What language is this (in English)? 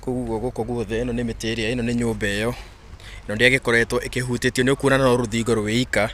Kikuyu